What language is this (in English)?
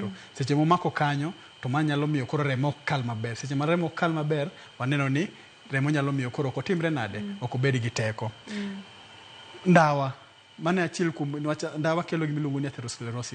Luo (Kenya and Tanzania)